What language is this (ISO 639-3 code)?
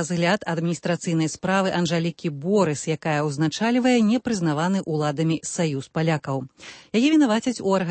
bel